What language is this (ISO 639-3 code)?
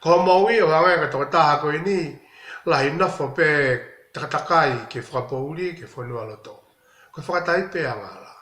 ton